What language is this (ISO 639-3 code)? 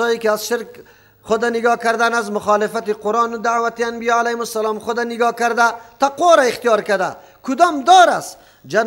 fas